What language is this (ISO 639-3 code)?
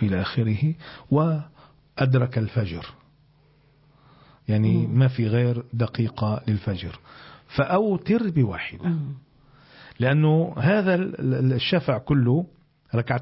ara